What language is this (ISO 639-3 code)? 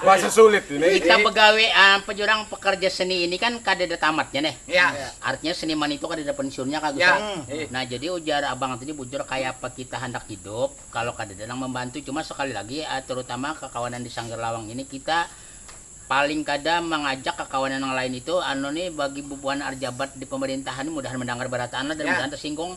bjn